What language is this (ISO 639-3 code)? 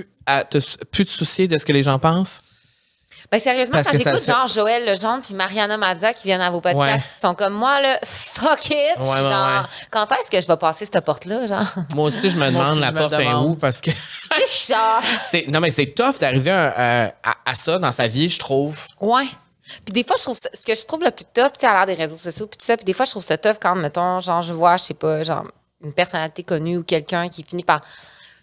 fra